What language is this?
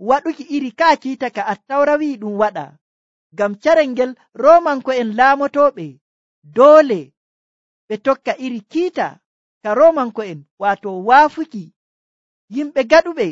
Nigerian Fulfulde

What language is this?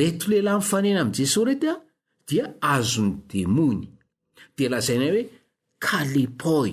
Malagasy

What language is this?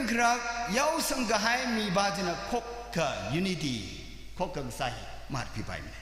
Tangkhul Naga (India)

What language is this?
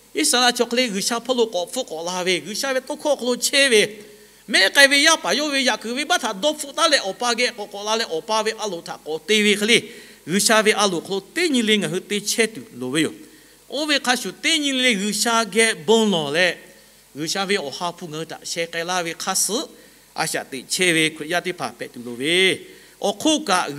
Lahu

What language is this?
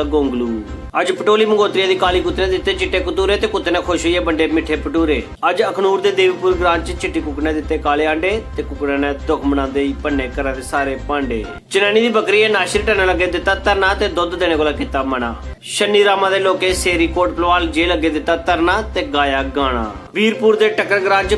Dogri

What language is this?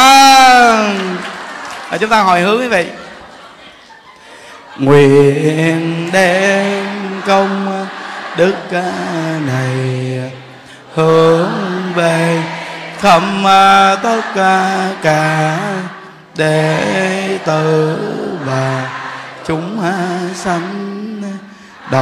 Vietnamese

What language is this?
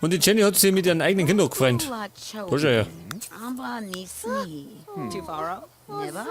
Bavarian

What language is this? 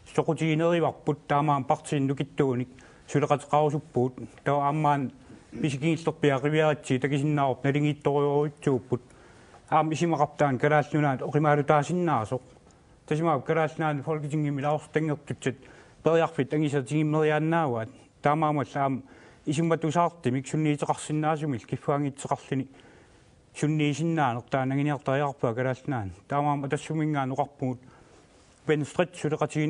Kalaallisut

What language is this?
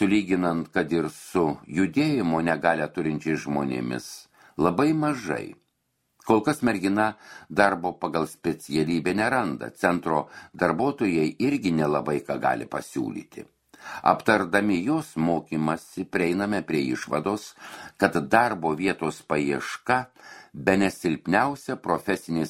Lithuanian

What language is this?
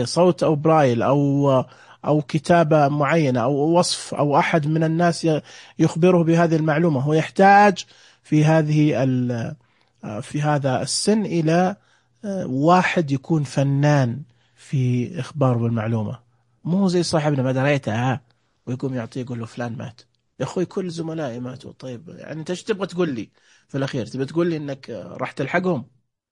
Najdi Arabic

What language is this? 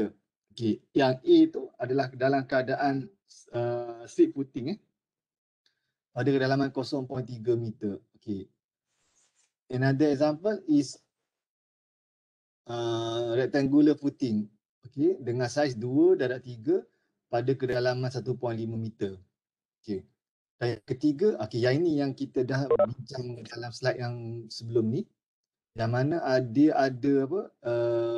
Malay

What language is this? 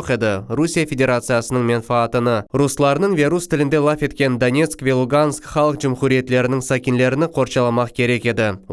Crimean Tatar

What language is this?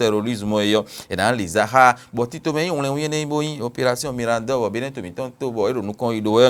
Fon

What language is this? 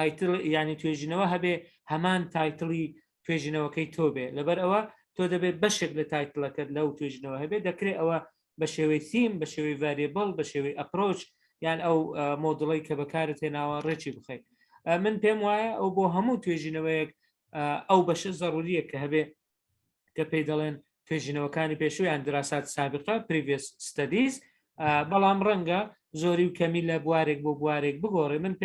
Central Kurdish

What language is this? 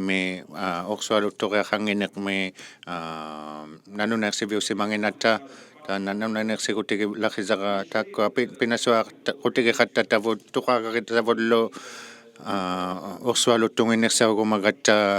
Inuktitut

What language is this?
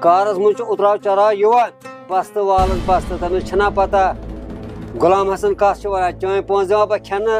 Kashmiri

